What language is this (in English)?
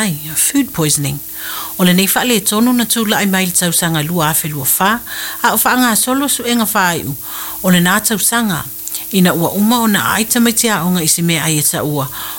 Samoan